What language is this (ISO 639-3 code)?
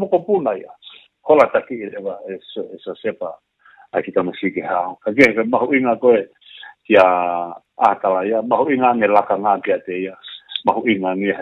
ton